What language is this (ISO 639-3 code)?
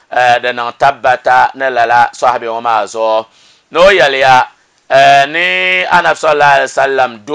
dag